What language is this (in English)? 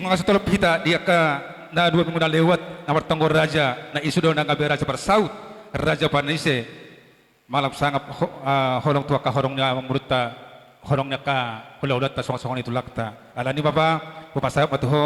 Batak Toba